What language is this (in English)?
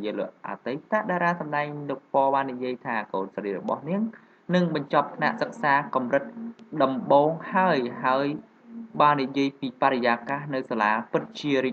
Khmer